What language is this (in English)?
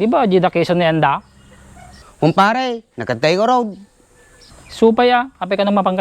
Iloko